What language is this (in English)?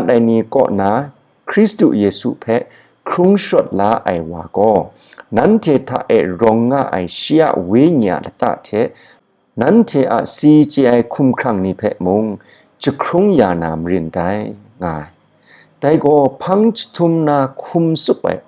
Kachin